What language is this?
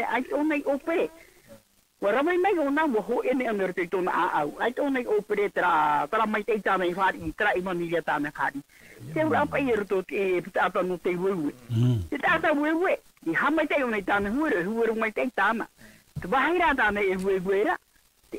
Tahitian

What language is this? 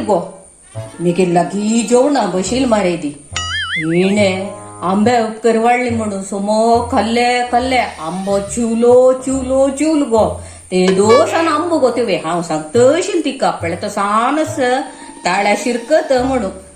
Konkani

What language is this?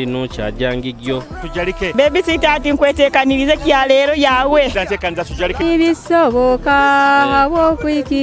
Nyoro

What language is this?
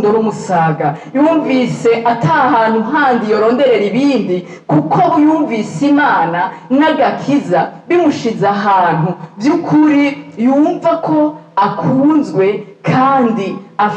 Rundi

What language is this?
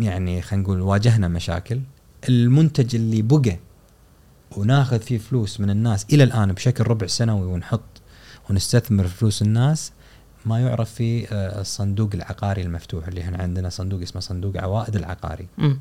Gulf Arabic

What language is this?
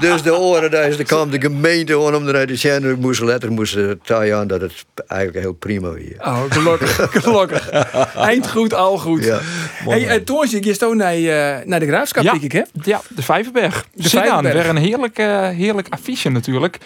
Western Frisian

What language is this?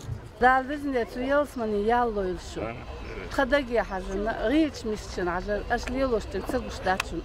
Chechen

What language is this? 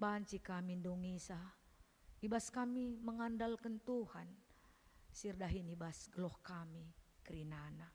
Batak Karo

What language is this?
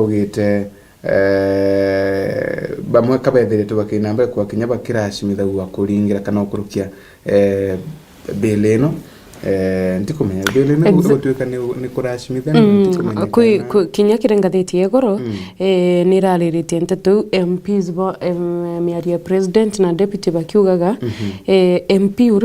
Meru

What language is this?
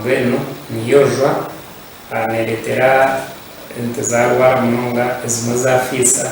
Nyankole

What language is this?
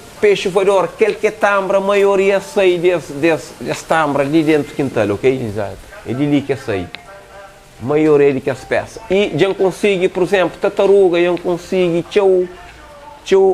Kabuverdianu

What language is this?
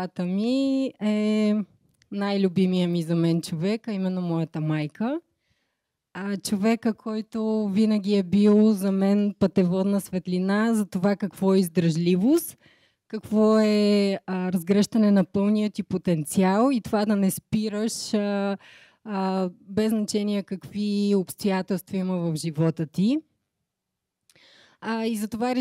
Bulgarian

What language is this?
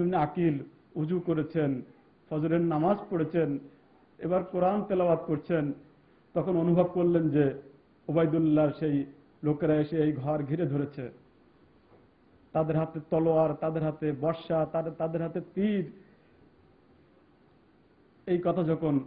Bangla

